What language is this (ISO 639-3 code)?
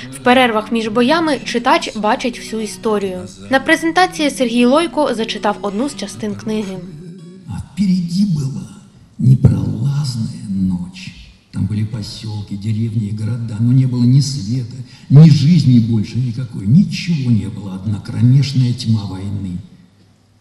ukr